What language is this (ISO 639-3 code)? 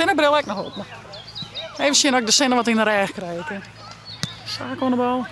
fry